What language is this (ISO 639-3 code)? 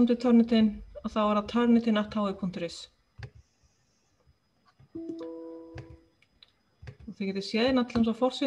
isl